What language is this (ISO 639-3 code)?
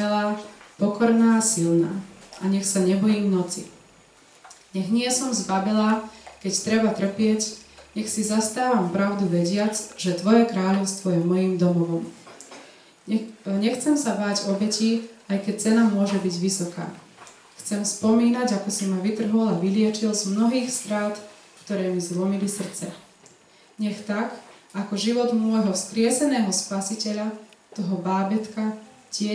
slk